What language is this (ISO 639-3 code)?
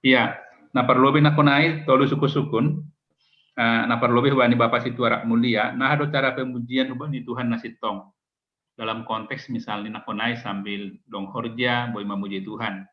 bts